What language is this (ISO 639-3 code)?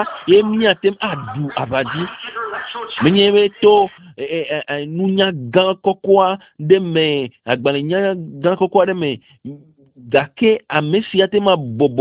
ewe